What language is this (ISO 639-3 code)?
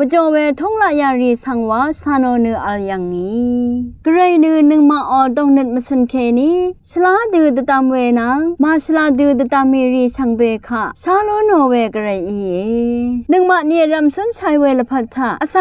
raw